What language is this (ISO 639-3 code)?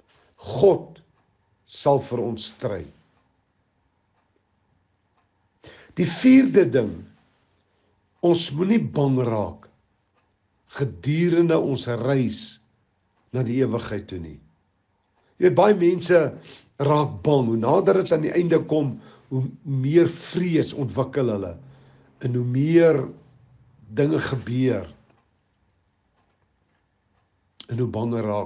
afr